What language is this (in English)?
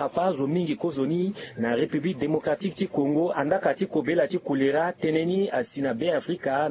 Sango